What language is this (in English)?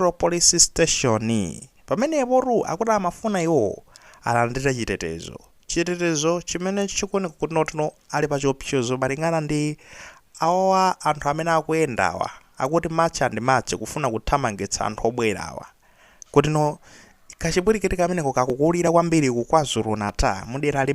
Nyanja